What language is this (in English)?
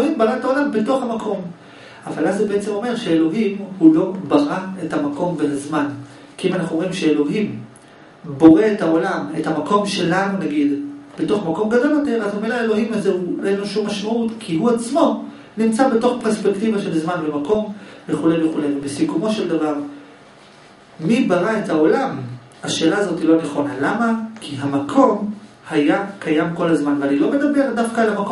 Hebrew